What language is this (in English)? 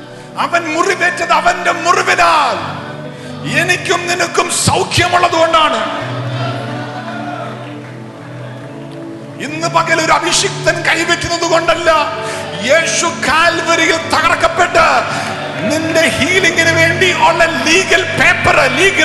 Malayalam